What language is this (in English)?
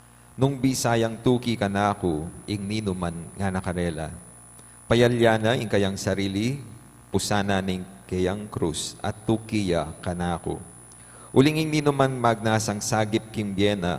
Pampanga